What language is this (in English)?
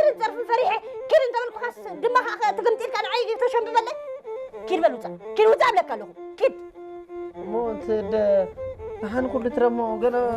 Tigrinya